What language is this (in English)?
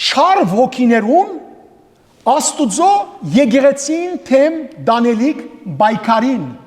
Western Armenian